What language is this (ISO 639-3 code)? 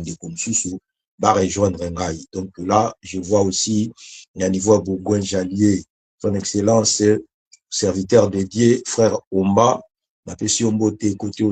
lin